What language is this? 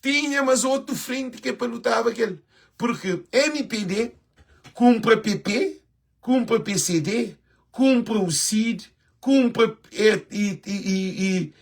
Kabuverdianu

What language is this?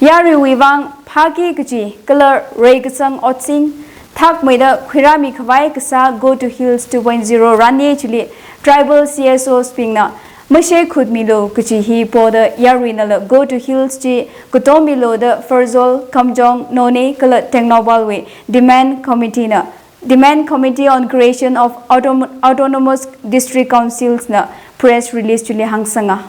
Tangkhul Naga (India)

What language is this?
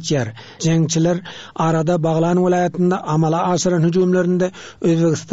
Turkmen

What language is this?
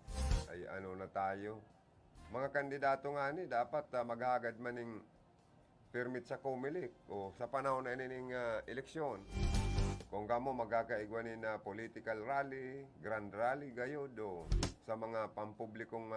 Bikol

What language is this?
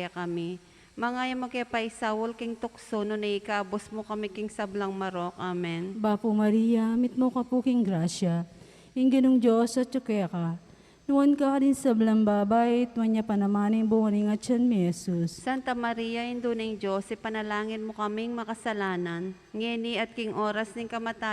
Pampanga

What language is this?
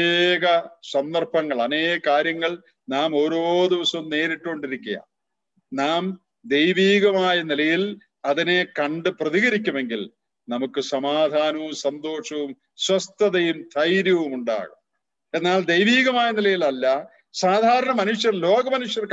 Malayalam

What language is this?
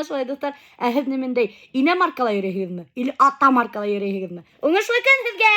Bashkir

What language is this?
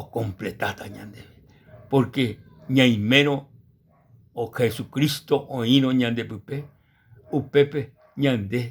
Guarani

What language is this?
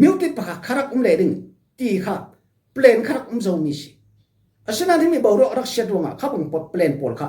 Falam Chin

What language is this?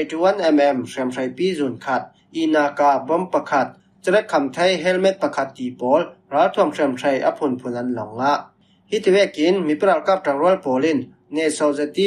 Falam Chin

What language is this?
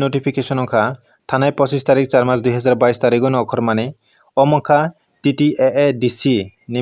Kok Borok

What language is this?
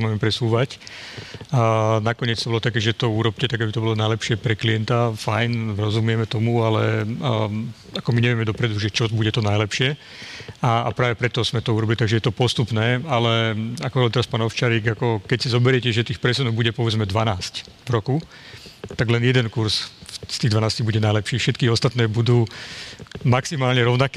Slovak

